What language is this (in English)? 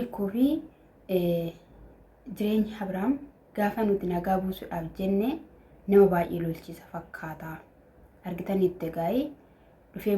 Oromo